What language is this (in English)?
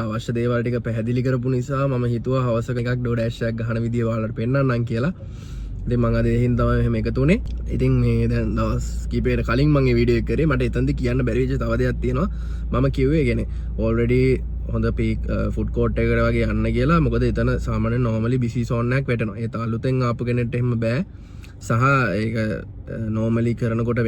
Sinhala